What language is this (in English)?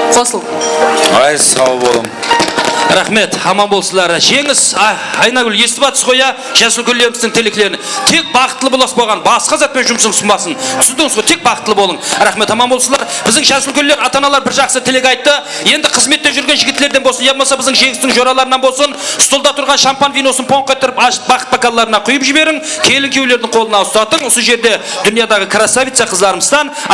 Kara-Kalpak